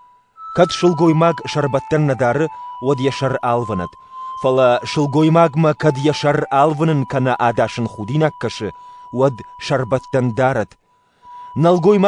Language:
Ossetic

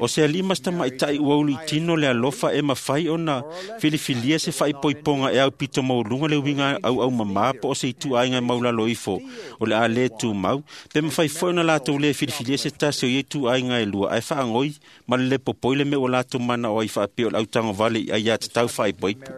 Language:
Samoan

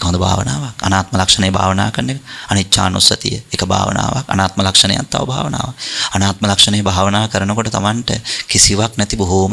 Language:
Sinhala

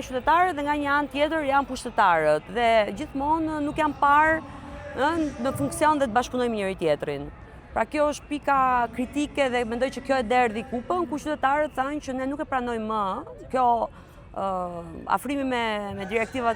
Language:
Albanian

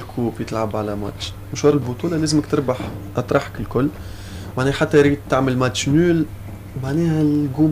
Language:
Tunisian Arabic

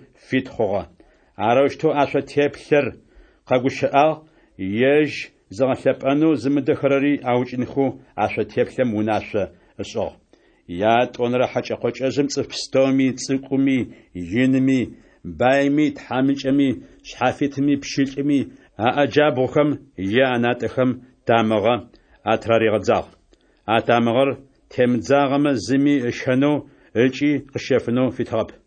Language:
Adyghe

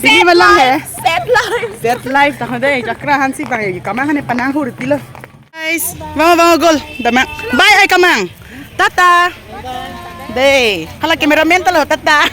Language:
Karbi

